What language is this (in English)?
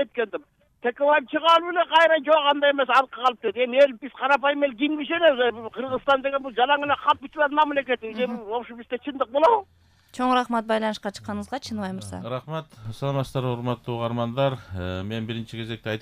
Kyrgyz